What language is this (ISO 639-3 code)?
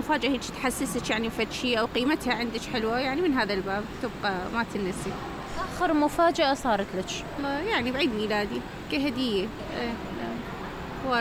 acm